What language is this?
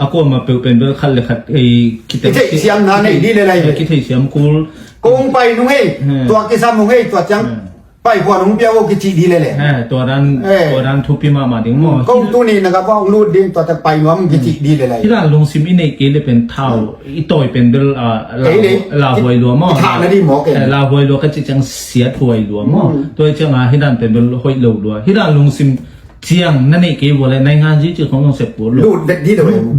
Tedim Chin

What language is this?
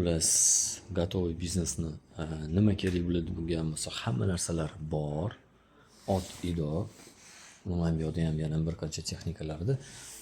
Uzbek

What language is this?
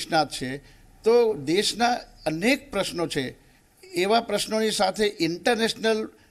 Gujarati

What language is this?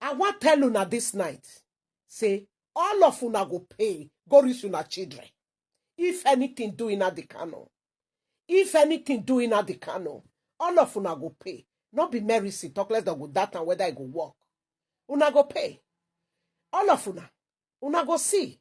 Nigerian Pidgin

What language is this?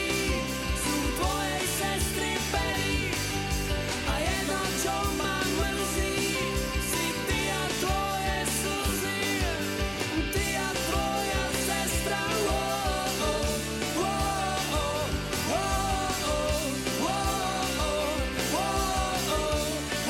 Slovak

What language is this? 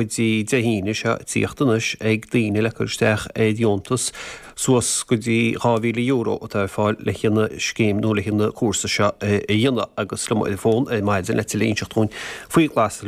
Irish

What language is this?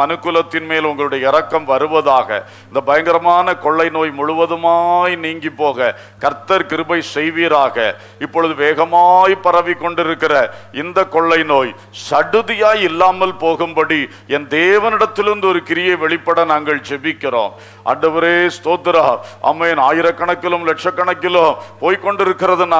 Tamil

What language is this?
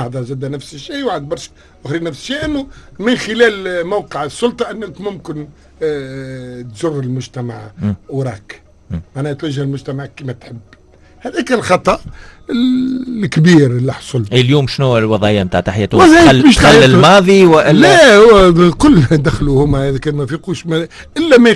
Tunisian Arabic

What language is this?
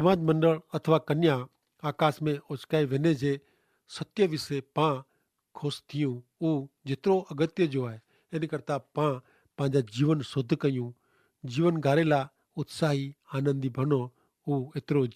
Kachhi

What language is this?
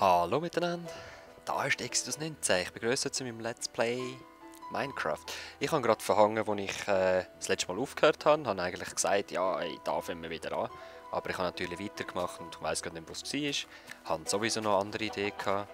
Swiss German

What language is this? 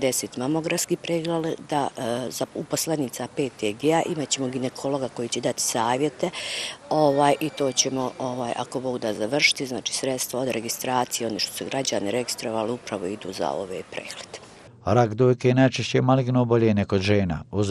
Bosnian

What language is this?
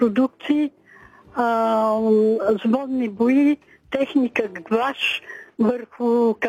Bulgarian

